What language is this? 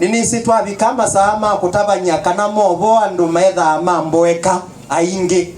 Kamba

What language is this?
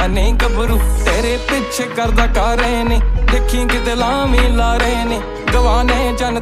Punjabi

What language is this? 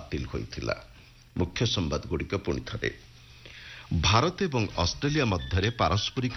Odia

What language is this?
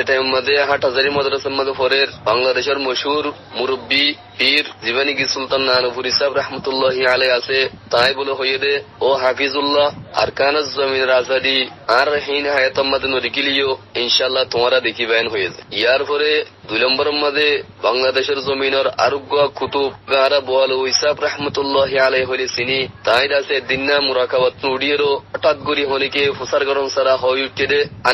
Rohingya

